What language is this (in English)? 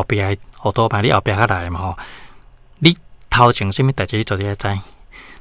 Min Nan Chinese